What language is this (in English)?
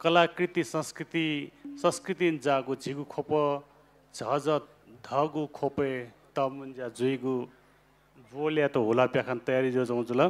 Newari